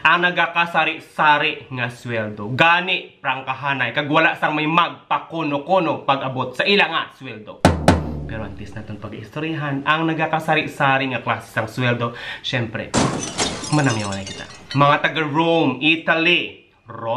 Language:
Hiligaynon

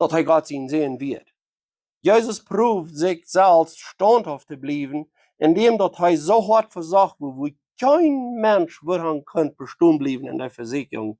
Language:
Plautdietsch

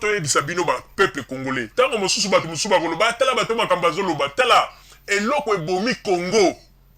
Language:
Lingala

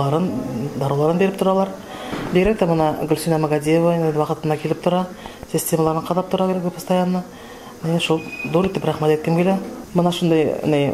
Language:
Bashkir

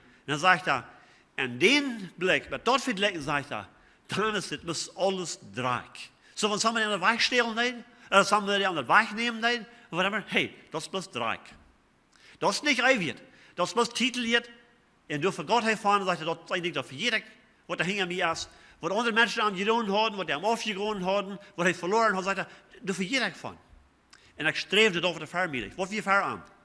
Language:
Plautdietsch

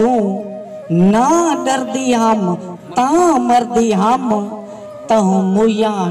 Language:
Saraiki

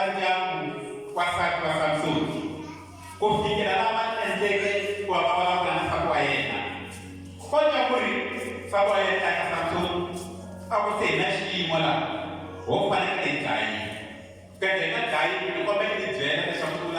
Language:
Tsonga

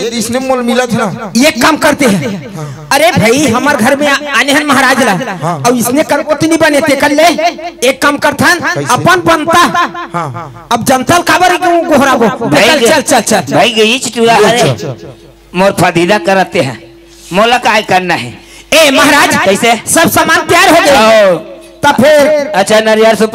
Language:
Chhattisgarhi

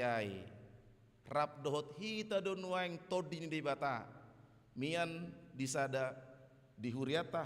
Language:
Batak Toba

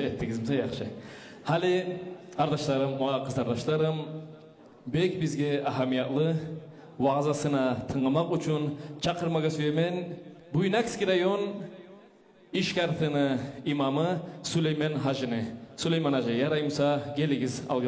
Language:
Kumyk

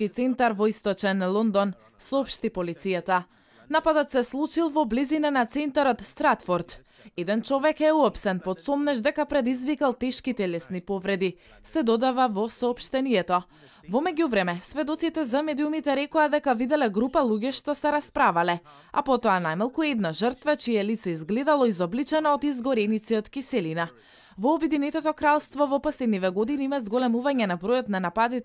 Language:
Macedonian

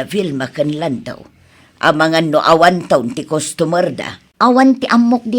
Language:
Iloko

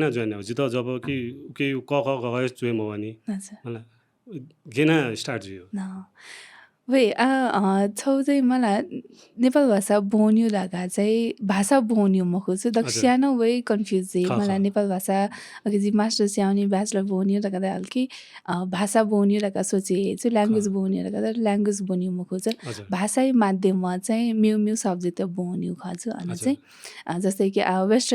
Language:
Newari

